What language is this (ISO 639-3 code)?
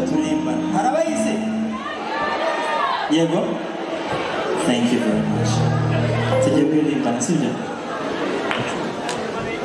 kin